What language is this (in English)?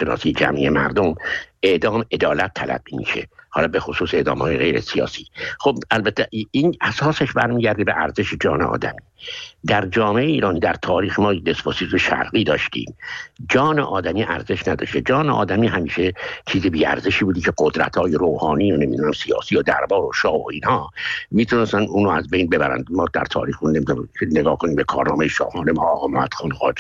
Persian